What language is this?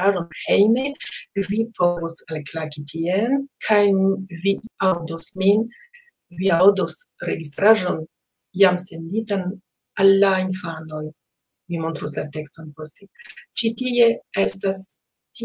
Esperanto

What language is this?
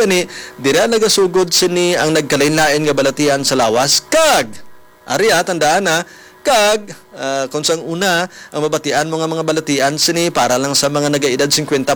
Hiligaynon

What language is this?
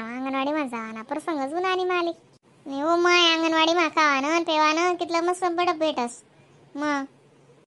Khandesi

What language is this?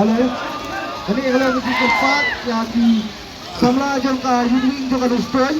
Khasi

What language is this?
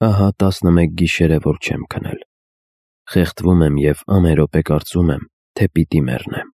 Armenian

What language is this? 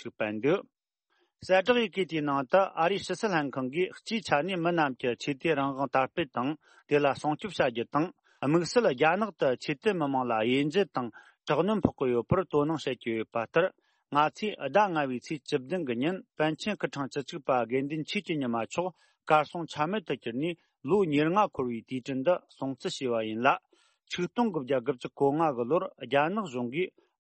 Tibetan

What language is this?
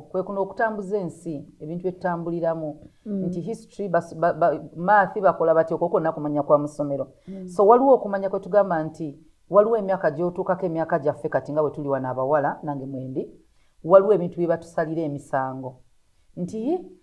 Ganda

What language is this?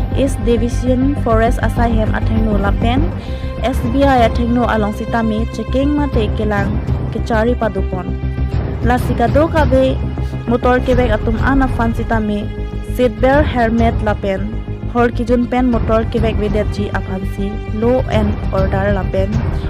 Karbi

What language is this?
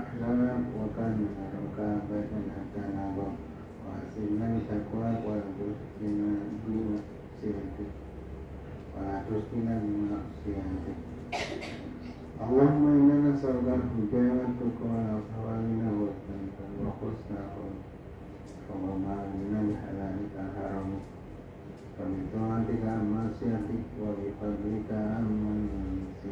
Arabic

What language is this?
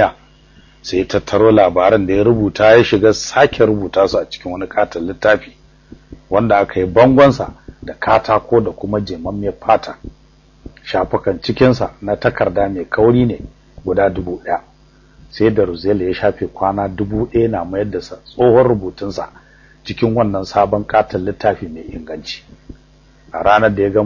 Hausa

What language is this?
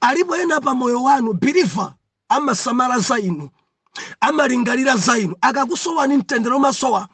Nyanja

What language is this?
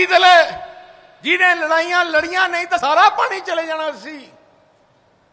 Punjabi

